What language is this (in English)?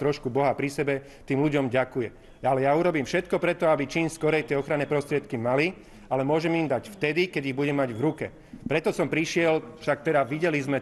Slovak